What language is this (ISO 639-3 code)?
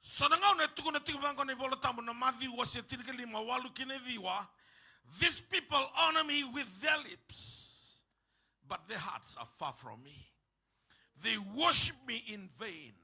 fij